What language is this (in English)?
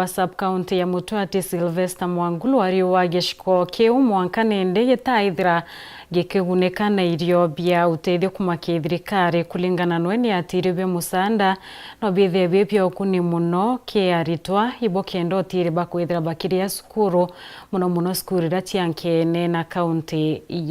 Meru